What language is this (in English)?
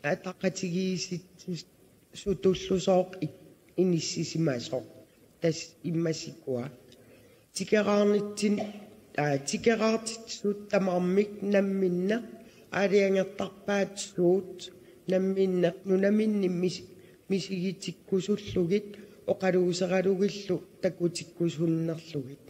Kalaallisut